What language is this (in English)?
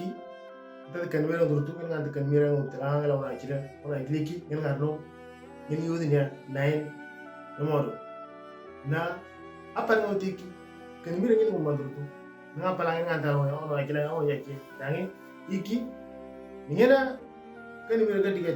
Moro